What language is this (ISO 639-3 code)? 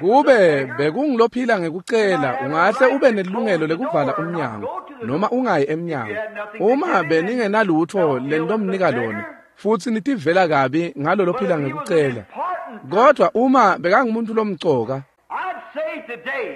ssw